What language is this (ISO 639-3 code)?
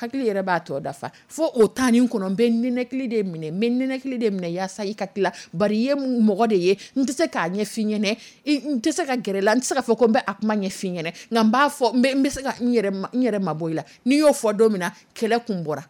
dyu